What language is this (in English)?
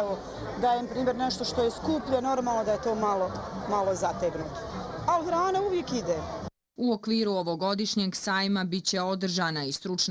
Bosnian